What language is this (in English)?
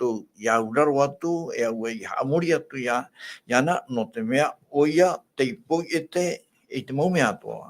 Tahitian